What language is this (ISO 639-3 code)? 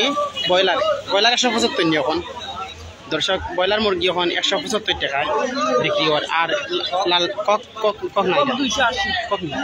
syl